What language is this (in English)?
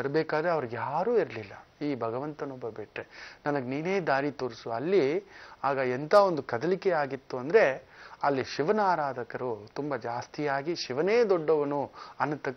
Kannada